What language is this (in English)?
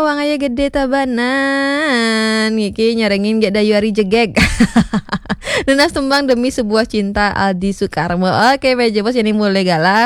Balinese